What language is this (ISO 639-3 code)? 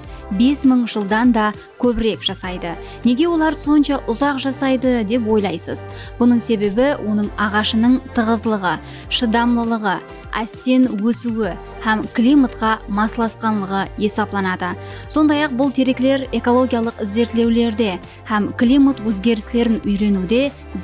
kaa